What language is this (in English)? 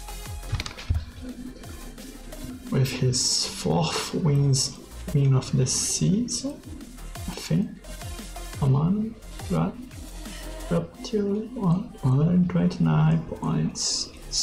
English